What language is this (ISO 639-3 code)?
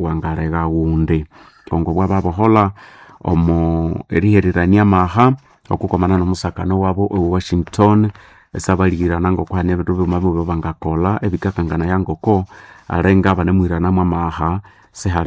nnb